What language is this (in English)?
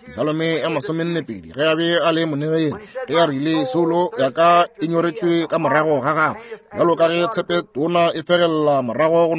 Northern Sotho